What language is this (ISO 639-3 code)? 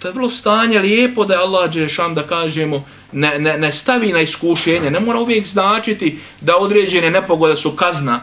bos